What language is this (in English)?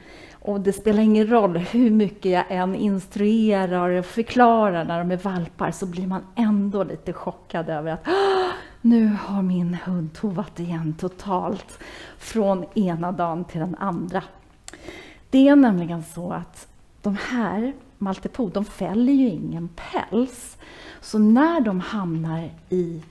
Swedish